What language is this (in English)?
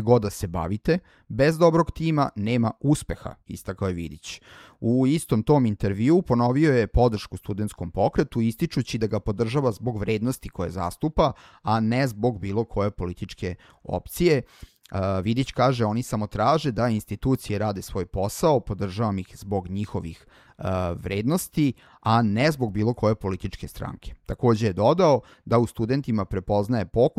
Serbian